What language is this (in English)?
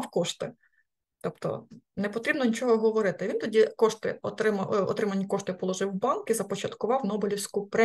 Ukrainian